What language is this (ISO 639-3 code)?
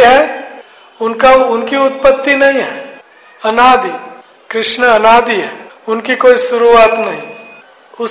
hin